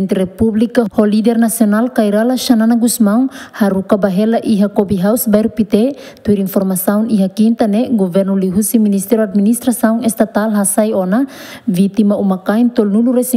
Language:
Tetum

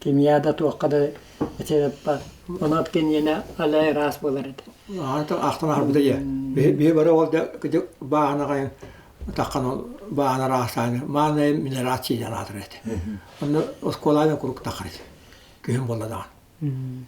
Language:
Yakut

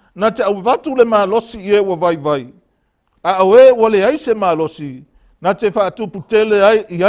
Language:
Samoan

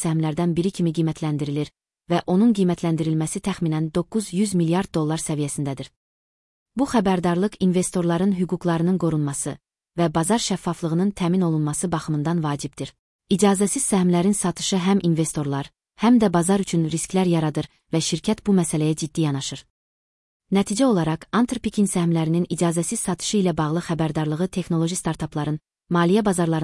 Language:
Azerbaijani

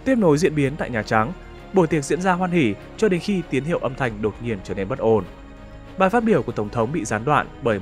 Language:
Vietnamese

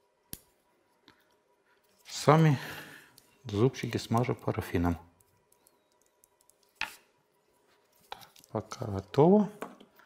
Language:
Russian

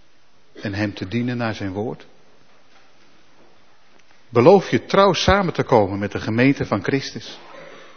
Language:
Dutch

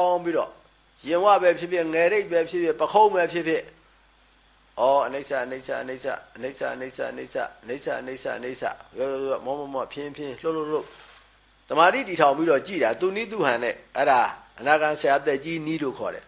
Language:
Burmese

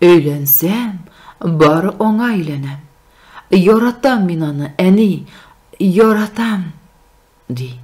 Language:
Tatar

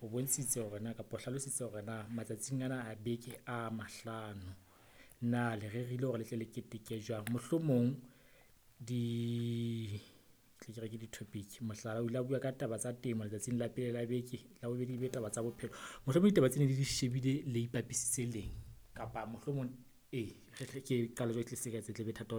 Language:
Southern Sotho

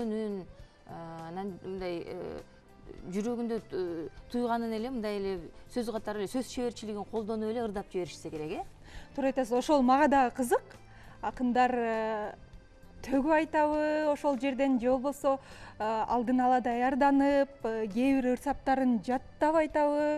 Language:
Kyrgyz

